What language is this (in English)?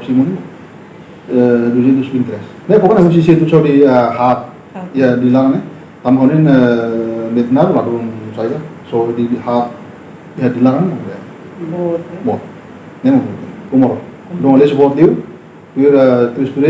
Tetum